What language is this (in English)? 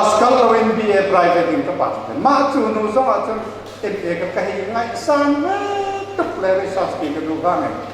Hakha Chin